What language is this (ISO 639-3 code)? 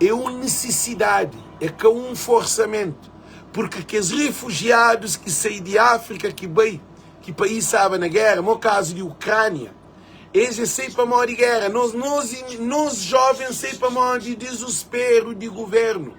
kea